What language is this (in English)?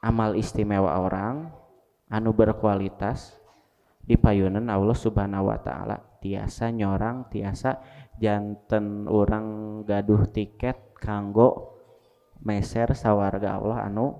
Sundanese